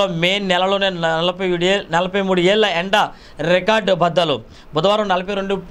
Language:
Telugu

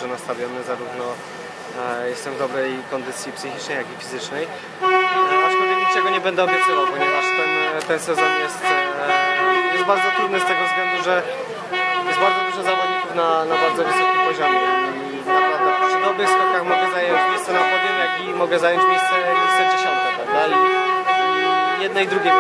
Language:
Polish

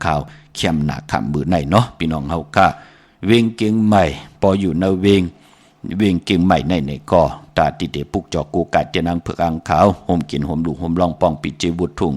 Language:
Shan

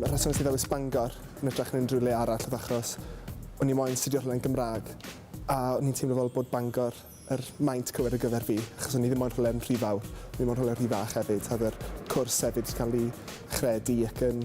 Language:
Welsh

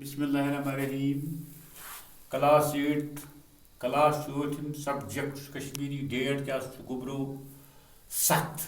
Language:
Kashmiri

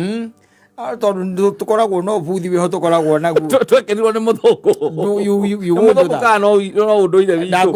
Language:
Kikuyu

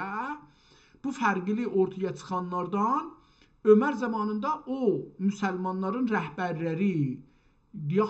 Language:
South Azerbaijani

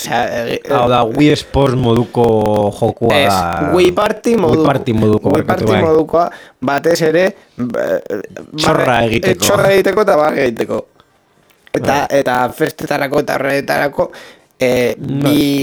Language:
Basque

